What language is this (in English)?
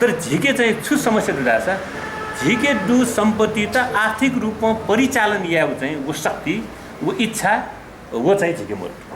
Newari